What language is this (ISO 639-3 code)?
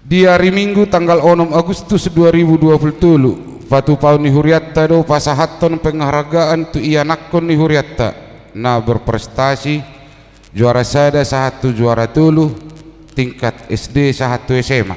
bbc